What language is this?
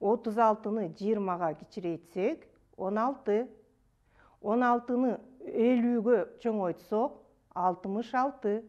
Kyrgyz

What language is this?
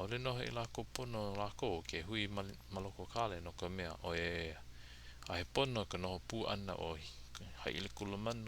Hawaiian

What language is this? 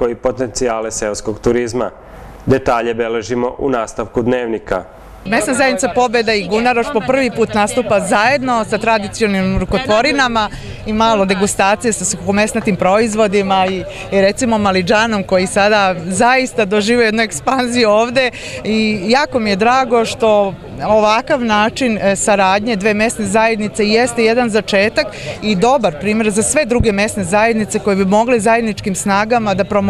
Serbian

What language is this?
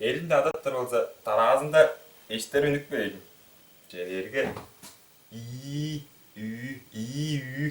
Tuvinian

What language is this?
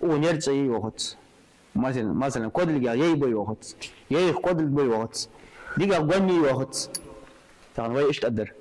Ingush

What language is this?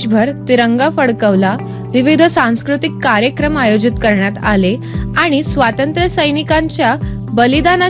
Marathi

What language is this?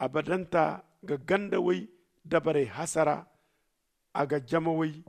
Zarma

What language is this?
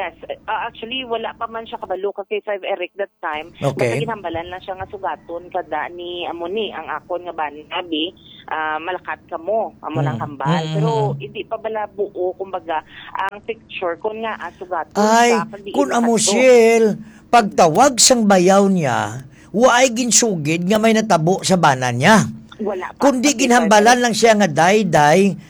Hiligaynon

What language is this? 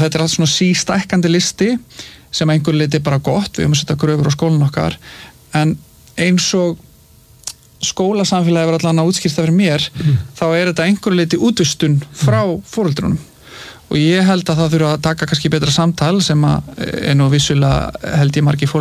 Icelandic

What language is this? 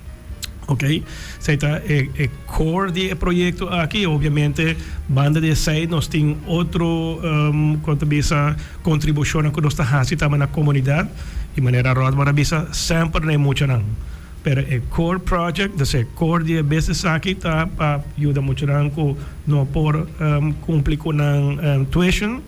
Papiamento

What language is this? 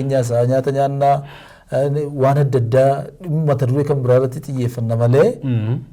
Oromo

